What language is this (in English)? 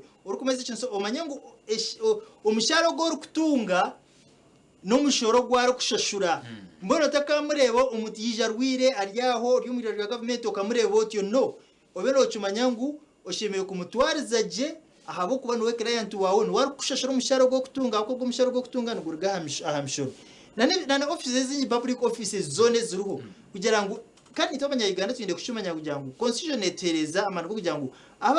Nyankole